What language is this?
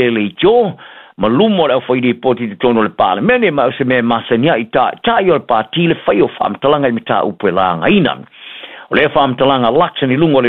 Samoan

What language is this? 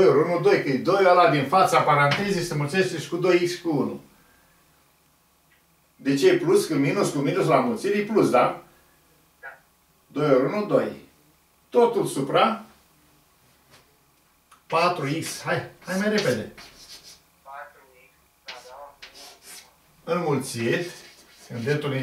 Romanian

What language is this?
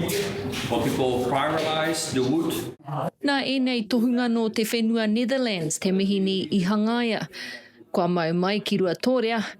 Māori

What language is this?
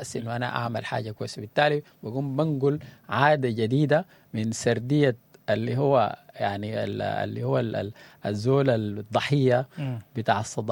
Sudanese Arabic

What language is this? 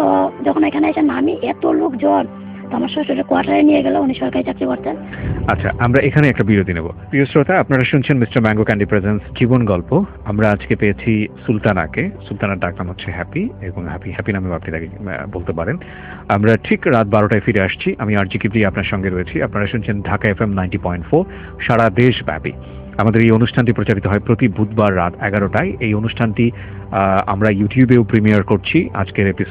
Bangla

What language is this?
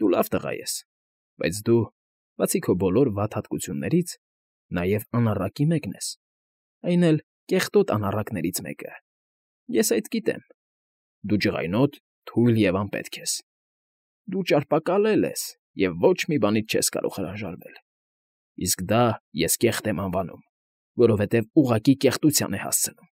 Armenian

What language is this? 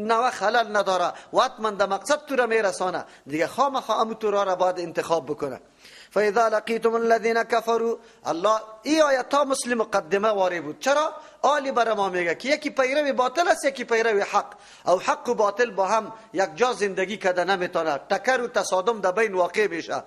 Persian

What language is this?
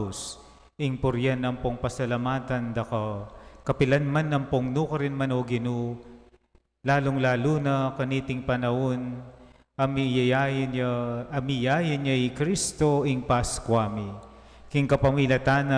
Pampanga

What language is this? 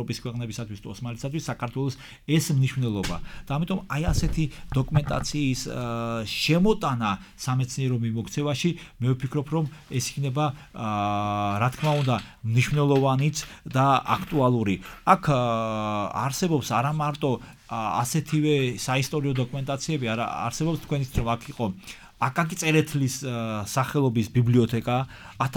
Georgian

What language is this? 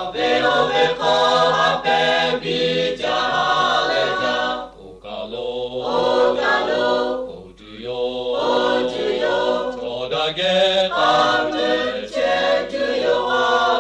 Lahu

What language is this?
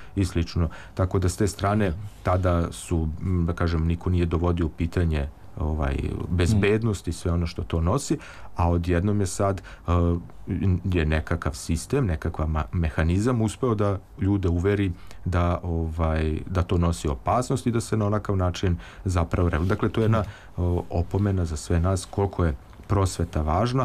Serbian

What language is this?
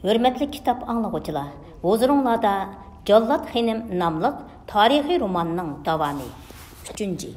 Uyghur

